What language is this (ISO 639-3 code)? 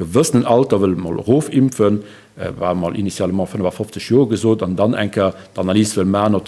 ltz